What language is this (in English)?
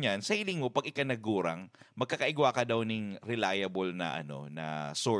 Bikol